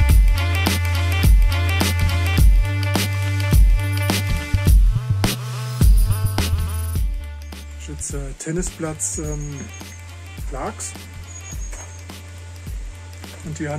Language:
German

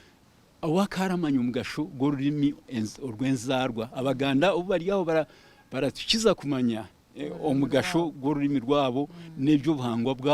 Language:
Nyankole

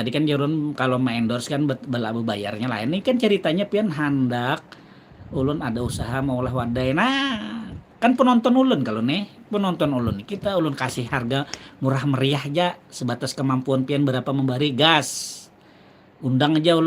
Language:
Banjar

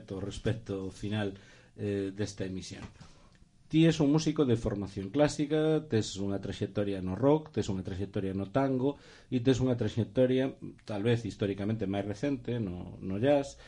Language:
Galician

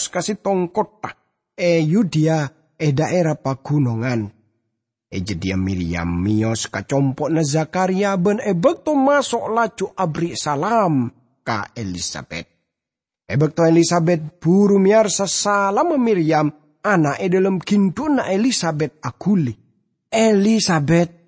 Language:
Madurese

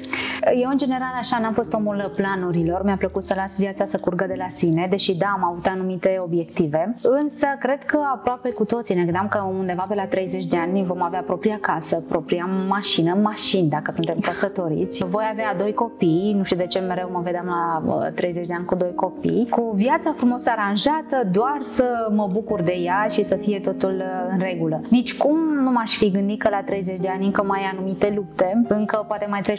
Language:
Romanian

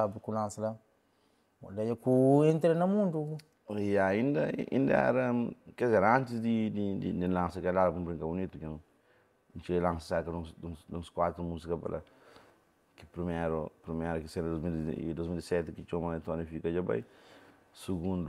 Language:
Kabuverdianu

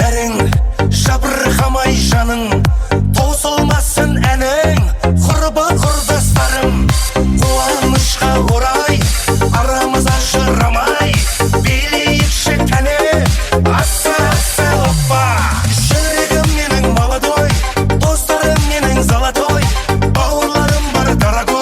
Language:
Kara-Kalpak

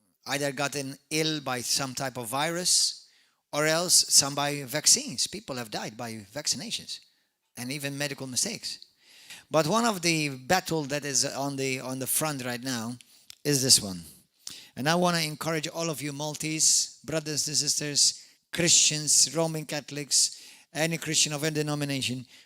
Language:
English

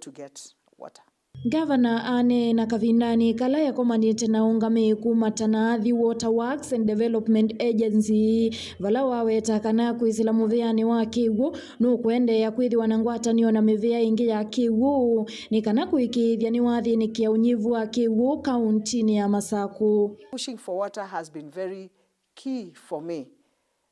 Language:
Kamba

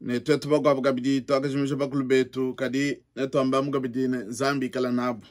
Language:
Luba-Lulua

